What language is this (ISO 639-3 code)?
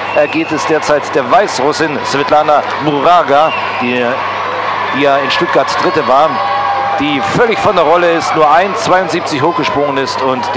deu